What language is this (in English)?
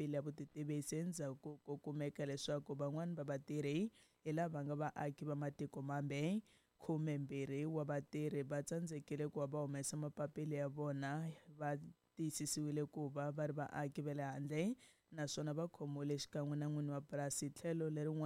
Tsonga